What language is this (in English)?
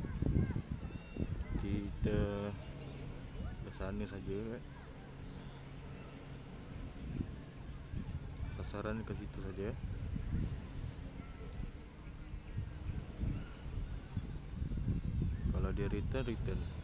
Malay